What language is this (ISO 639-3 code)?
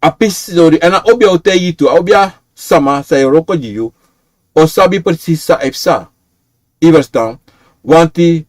srn